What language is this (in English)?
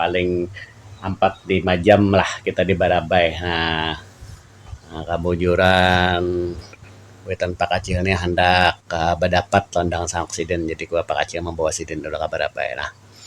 Banjar